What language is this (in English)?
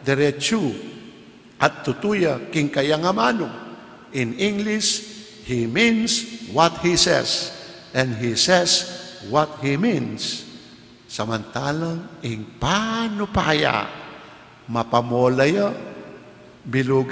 Pampanga